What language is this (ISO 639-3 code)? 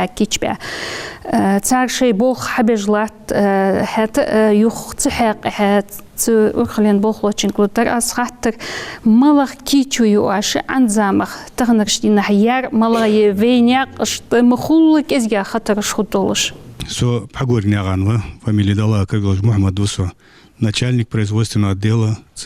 inh